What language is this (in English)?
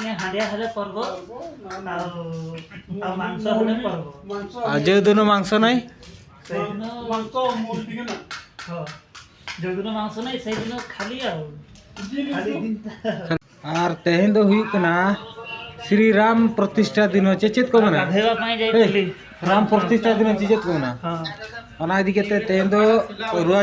Santali